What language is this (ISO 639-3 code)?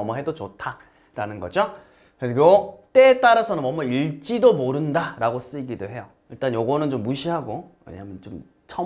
kor